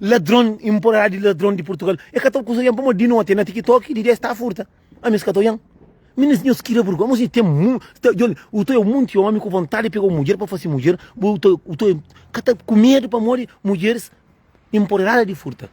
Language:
Kabuverdianu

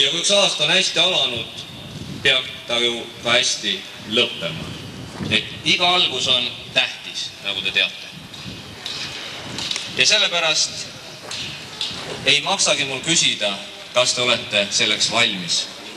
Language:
Estonian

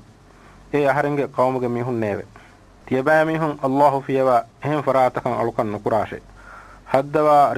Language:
Divehi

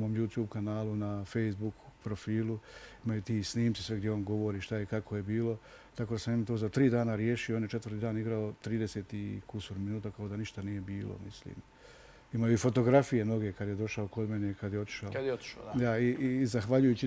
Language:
Bosnian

